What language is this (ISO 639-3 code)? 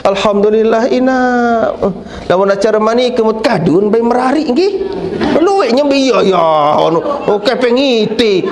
sas